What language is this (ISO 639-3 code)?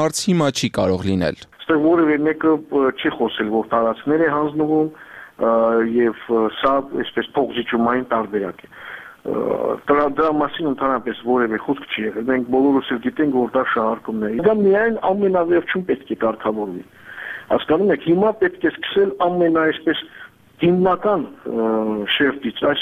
hye